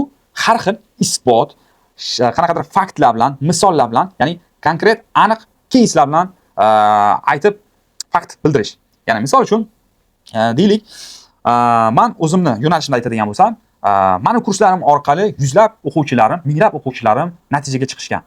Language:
Uzbek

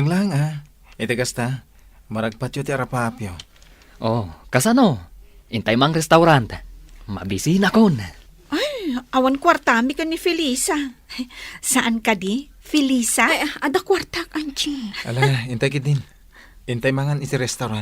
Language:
Iloko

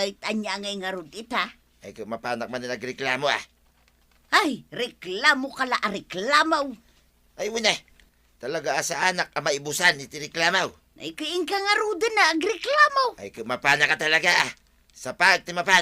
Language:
Iloko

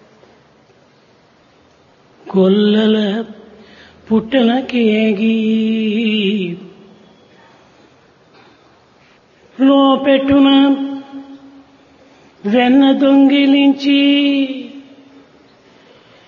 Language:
Telugu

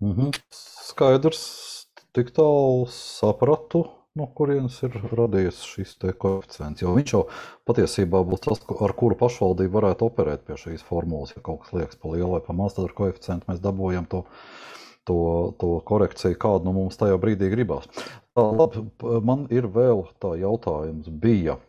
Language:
Latvian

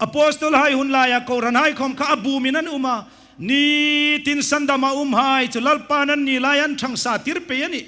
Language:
Hmar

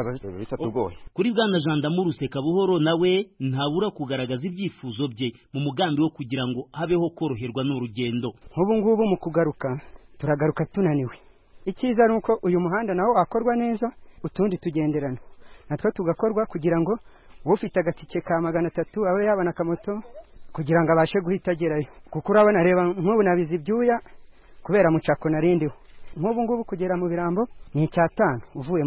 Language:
Kinyarwanda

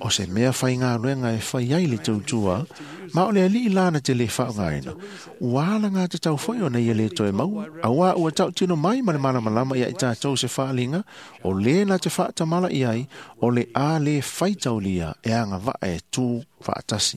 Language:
Samoan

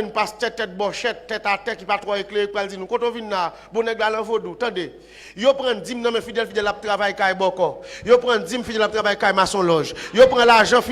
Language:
Haitian Creole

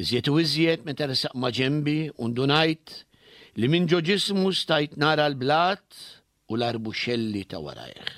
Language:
Maltese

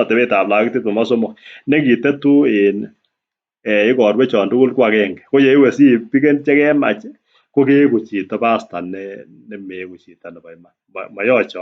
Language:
Kalenjin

